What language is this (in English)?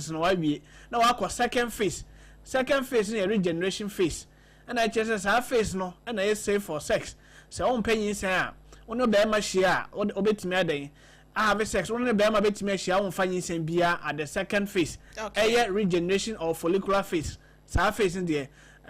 Akan